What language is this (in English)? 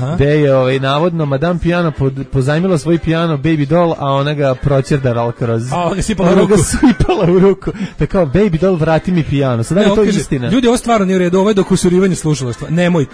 Serbian